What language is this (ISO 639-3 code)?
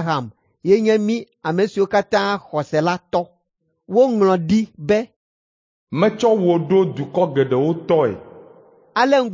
ewe